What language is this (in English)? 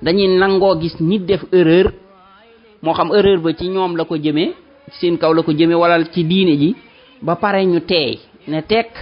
Wolof